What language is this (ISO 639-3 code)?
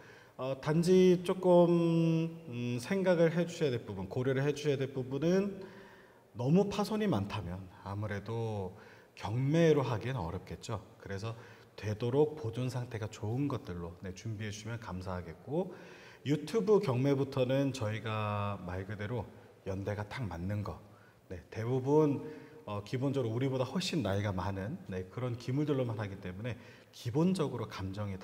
kor